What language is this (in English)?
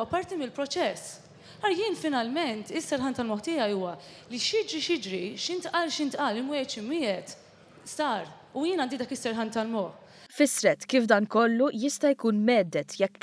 Maltese